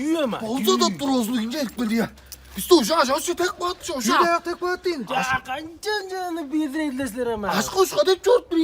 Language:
Tuvinian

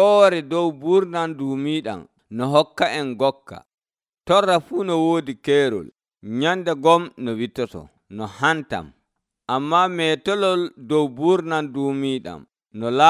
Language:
Nigerian Fulfulde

